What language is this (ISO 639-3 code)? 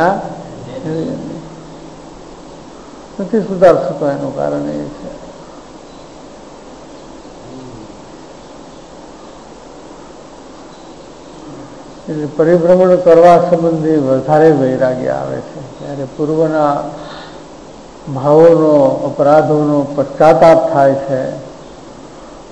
guj